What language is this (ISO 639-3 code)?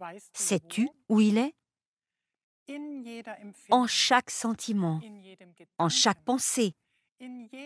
fra